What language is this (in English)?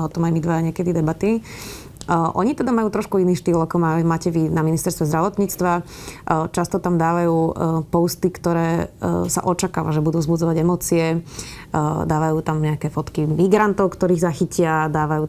Slovak